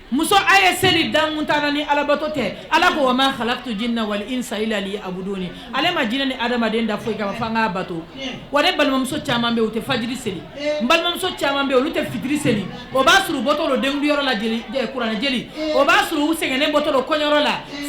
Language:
Bambara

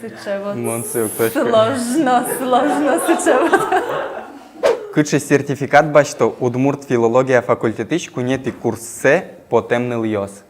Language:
Udmurt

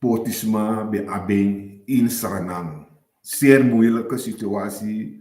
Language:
Sranan Tongo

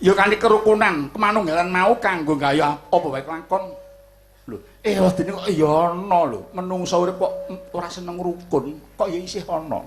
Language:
Javanese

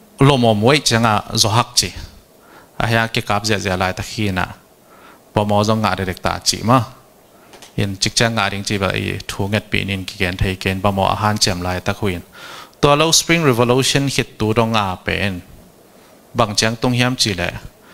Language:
Tedim Chin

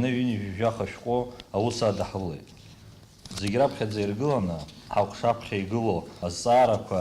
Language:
Abkhazian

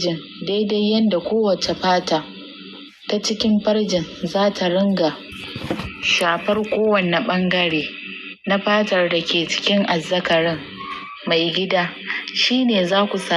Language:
Hausa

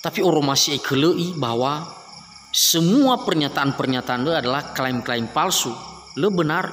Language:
Nias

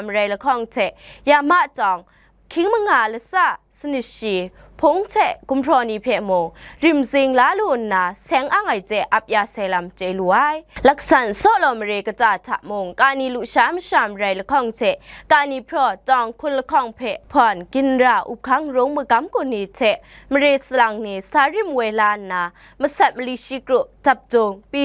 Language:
Kachin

